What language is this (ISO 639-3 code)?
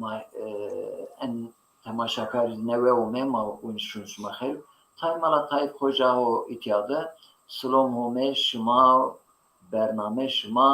zza